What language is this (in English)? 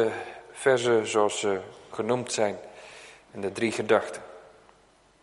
Dutch